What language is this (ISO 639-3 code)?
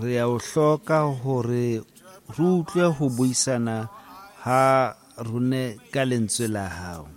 sot